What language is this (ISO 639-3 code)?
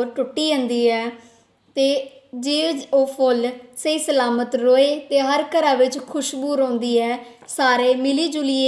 doi